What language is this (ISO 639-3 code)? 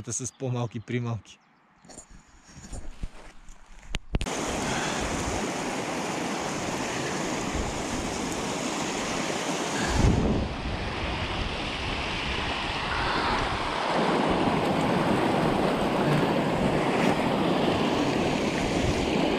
bul